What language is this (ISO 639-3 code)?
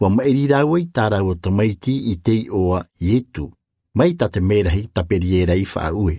tah